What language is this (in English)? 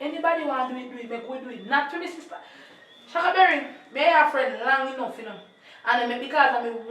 Jamaican Creole English